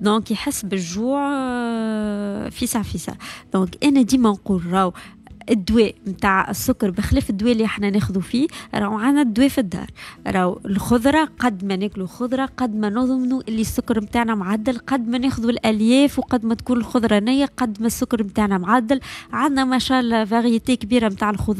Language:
Tunisian Arabic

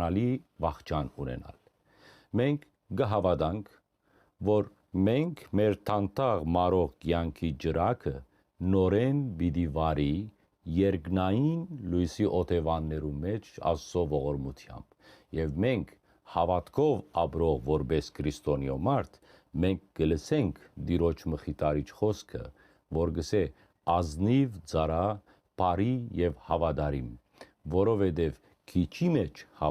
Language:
Western Armenian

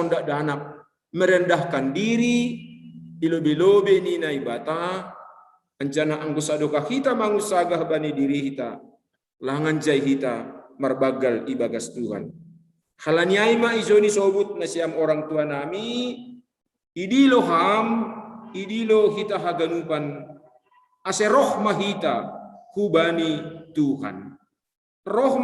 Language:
Batak Simalungun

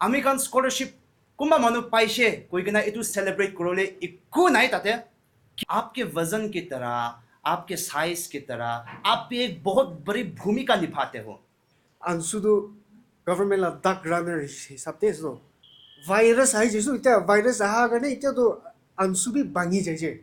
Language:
Naga Pidgin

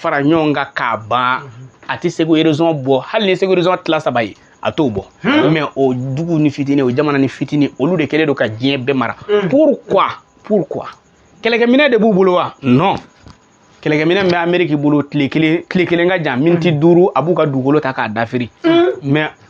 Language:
Bambara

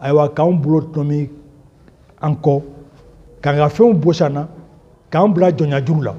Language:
Bambara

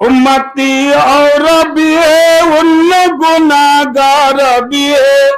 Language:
Rohingya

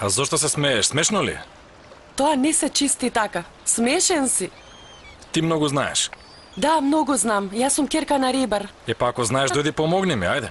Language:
Macedonian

